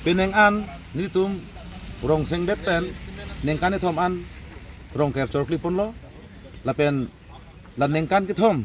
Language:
Karbi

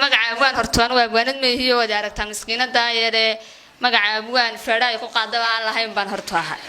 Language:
Somali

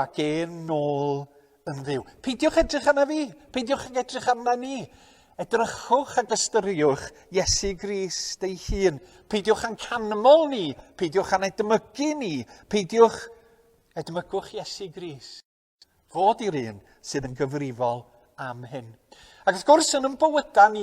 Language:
Welsh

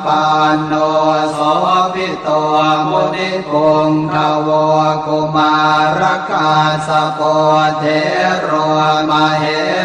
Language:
Pali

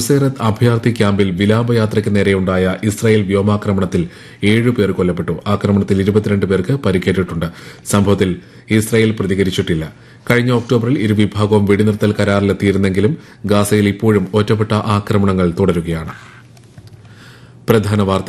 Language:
Malayalam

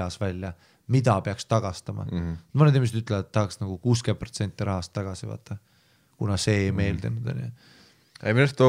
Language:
Estonian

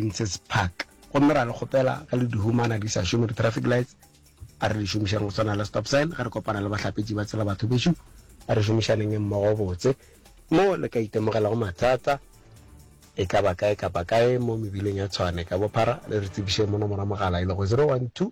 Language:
Northern Sotho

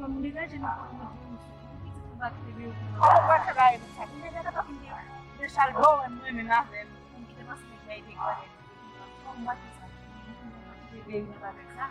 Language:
Haitian Creole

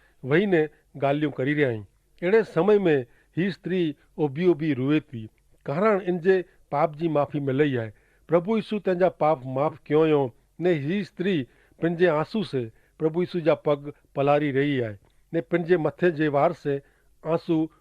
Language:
Kachhi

